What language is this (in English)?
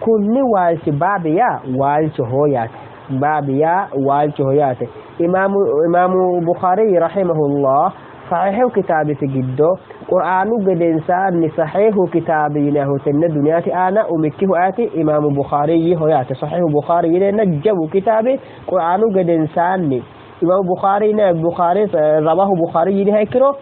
Sidamo